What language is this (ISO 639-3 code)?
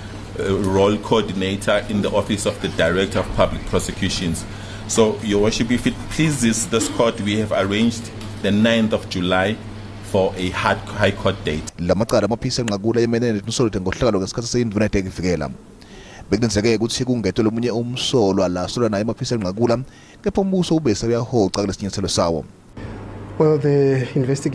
zul